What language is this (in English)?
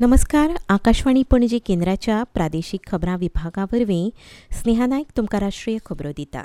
Konkani